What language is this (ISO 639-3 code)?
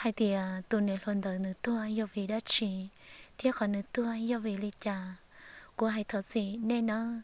hmn